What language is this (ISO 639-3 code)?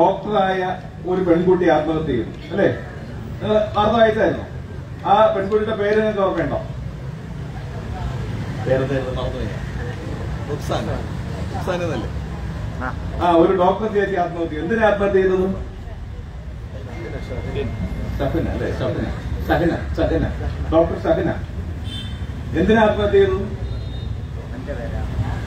mal